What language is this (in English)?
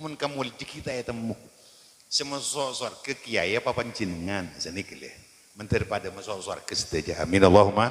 Madurese